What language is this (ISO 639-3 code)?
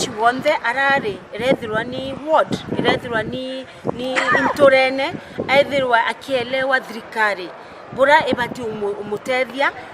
mer